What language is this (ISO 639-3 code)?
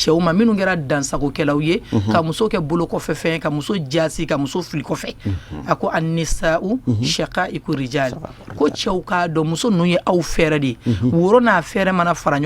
bam